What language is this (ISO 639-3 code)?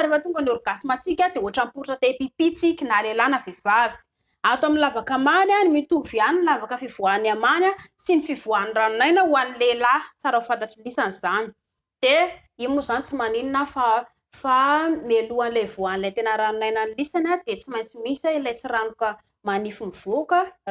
mlg